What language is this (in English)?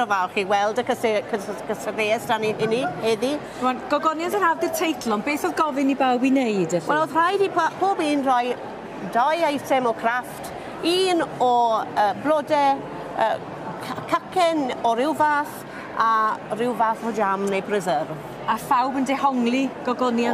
Welsh